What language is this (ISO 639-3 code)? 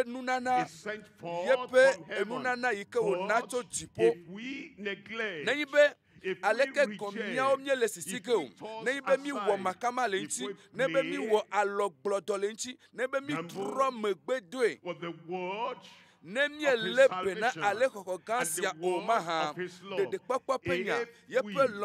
ewe